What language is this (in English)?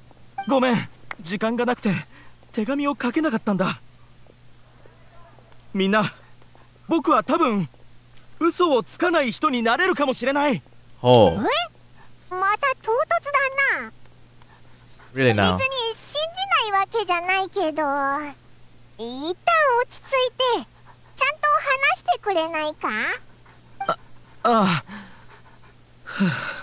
Japanese